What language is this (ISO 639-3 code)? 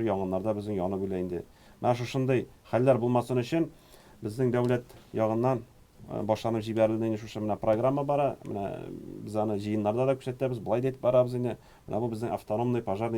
tat